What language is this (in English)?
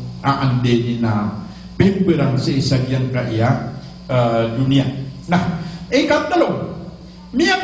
Maranao